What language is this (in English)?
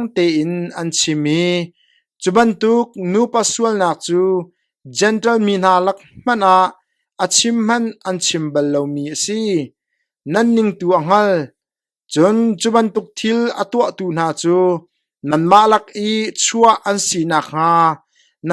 Hakha Chin